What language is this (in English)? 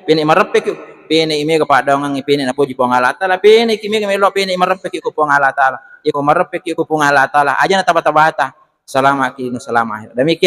Buginese